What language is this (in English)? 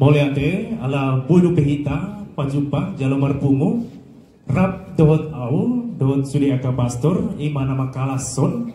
Batak Toba